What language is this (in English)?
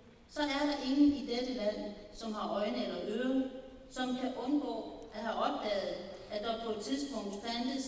Danish